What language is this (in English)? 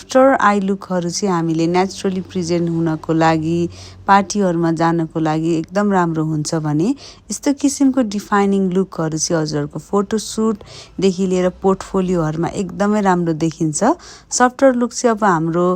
Nepali